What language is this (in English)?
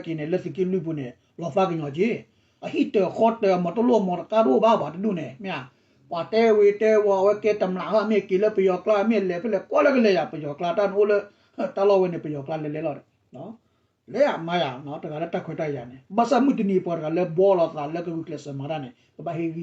S'gaw Karen